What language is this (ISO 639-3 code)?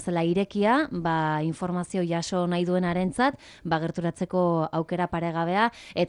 eus